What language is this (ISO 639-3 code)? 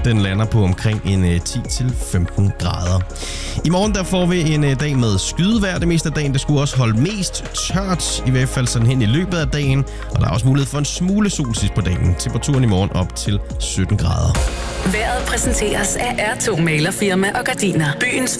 dan